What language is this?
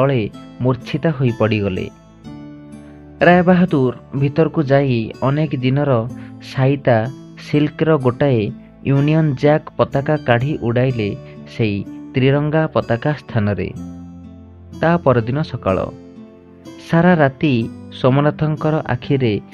Odia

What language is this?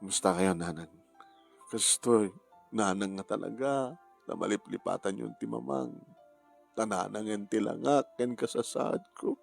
Iloko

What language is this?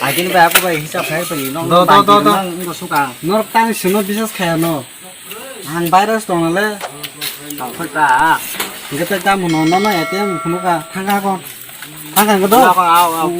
Kok Borok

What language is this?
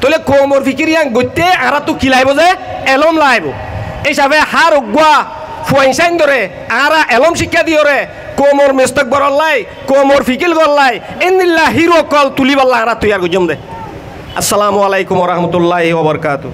Rohingya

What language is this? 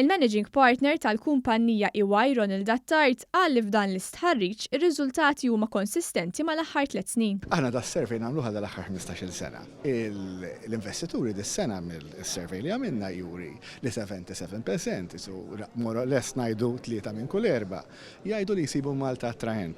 Maltese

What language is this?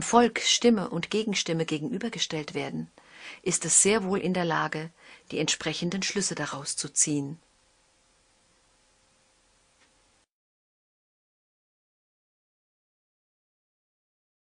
German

